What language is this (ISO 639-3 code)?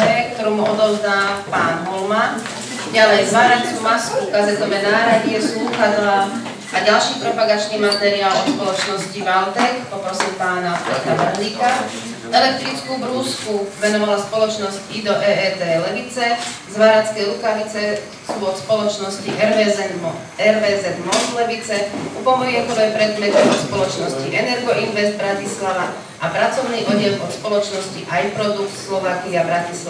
slk